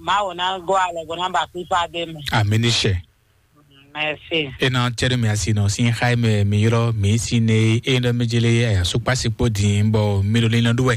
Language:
Fon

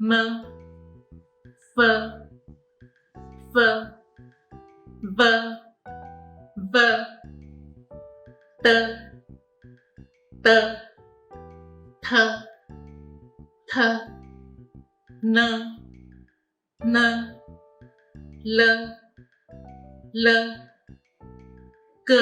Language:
Hakka Chinese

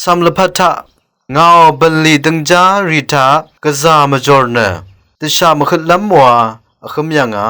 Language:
Rawang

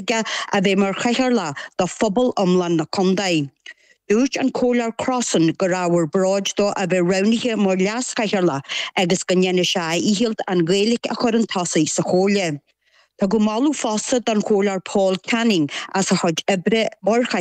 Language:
Irish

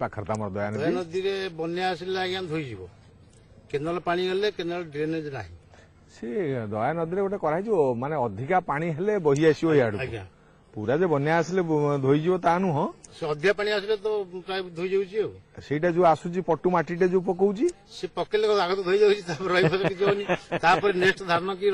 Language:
Odia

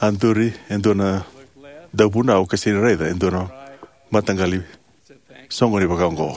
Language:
Fijian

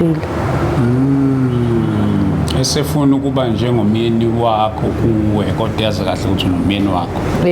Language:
Zulu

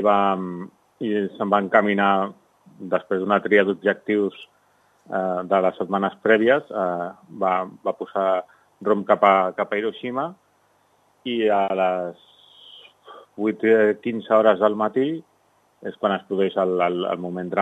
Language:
Catalan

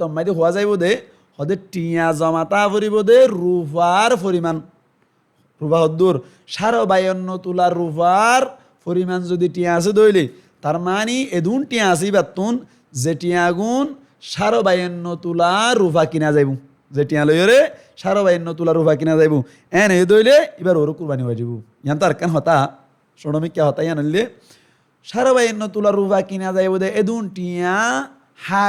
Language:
Rohingya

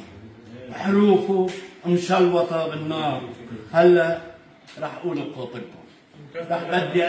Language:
North Levantine Arabic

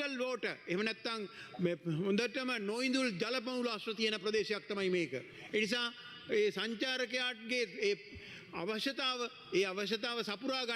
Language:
Sinhala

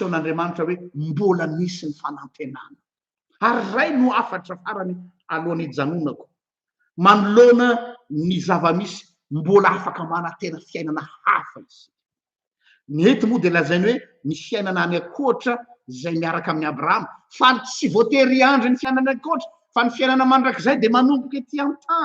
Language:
Malagasy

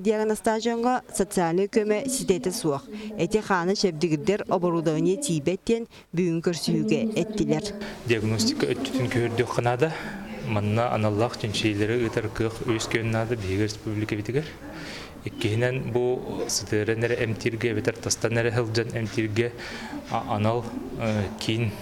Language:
Yakut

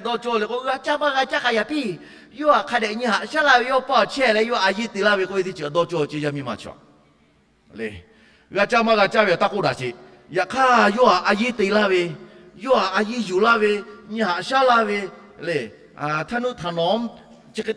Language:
Lahu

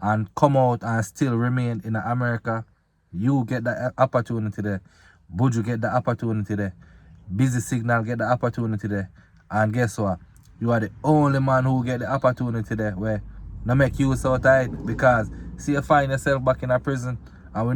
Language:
Jamaican Creole English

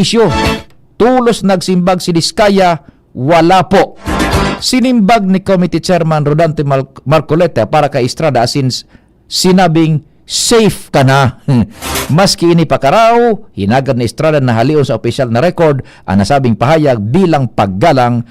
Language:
Bikol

